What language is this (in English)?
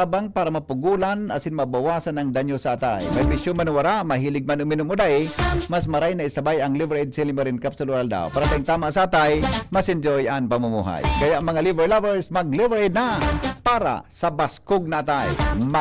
Bikol